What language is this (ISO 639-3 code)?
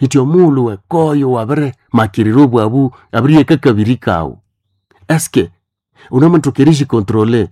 nnb